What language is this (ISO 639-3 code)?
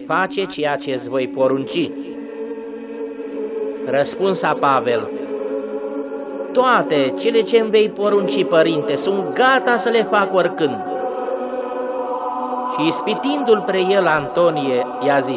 ron